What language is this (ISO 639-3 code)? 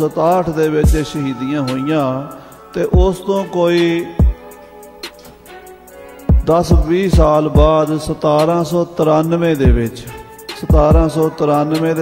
pan